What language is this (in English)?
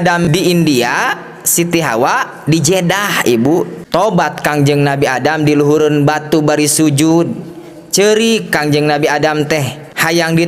Sundanese